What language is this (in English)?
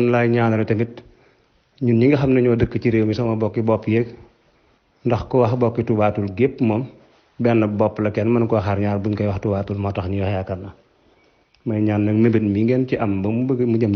Wolof